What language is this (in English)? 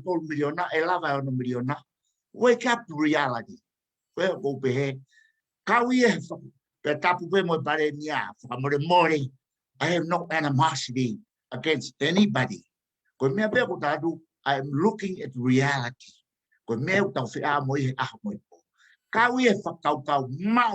Tongan